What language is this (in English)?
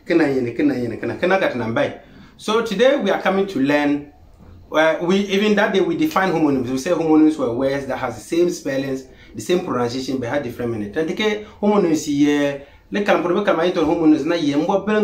Konkomba